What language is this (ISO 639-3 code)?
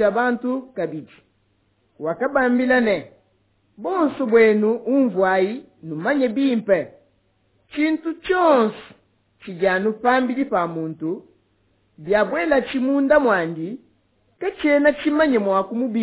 lua